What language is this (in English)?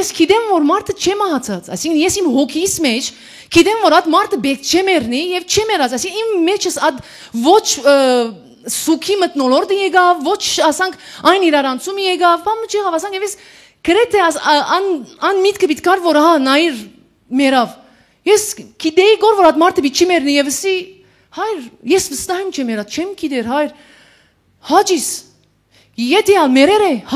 Western Armenian